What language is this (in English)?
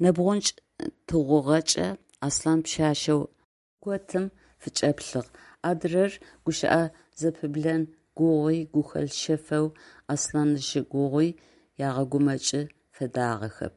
Adyghe